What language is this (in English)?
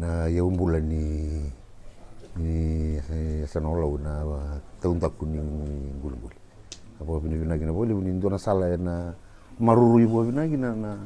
Fijian